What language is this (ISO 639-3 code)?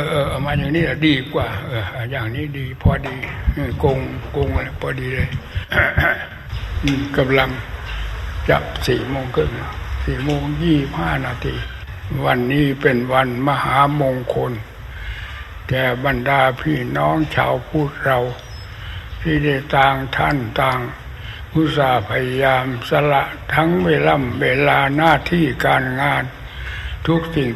tha